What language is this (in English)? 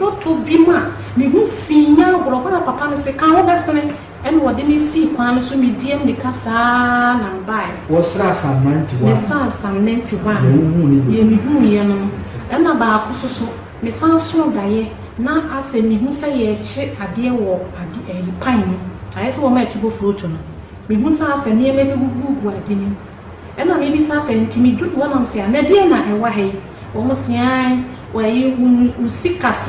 Akan